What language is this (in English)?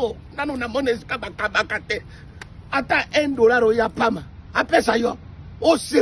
Lingala